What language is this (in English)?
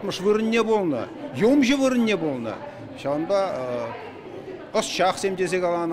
Chuvash